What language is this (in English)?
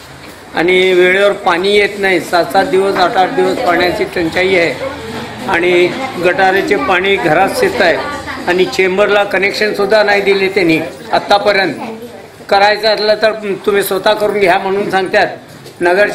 Marathi